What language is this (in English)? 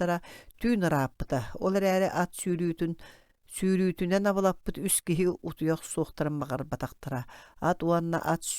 Yakut